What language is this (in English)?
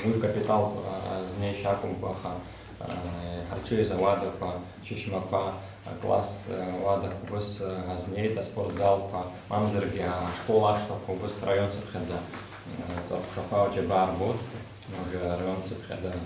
Abkhazian